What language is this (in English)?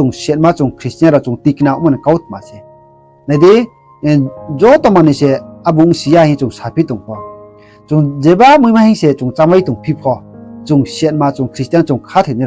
Riang (India)